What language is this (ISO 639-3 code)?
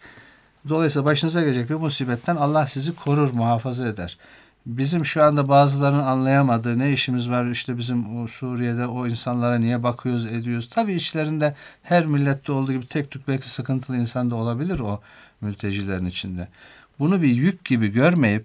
tur